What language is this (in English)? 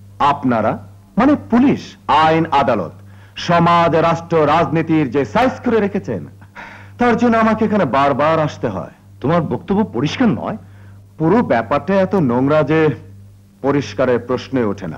Bangla